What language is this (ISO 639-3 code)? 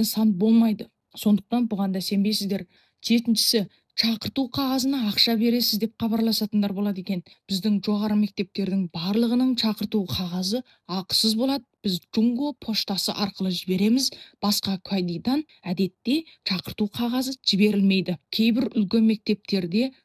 kaz